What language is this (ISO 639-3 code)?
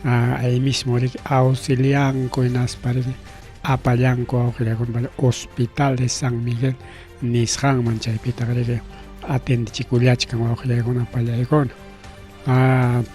quy